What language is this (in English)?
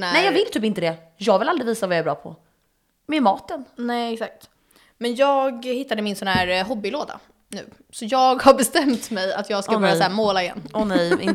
Swedish